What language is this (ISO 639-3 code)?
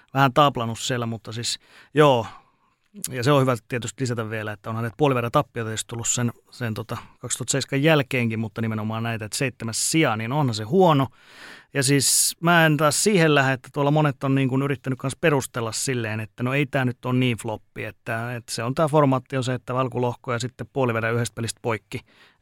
fin